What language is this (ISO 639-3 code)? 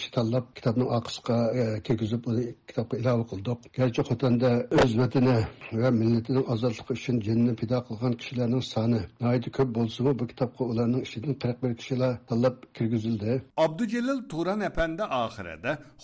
uig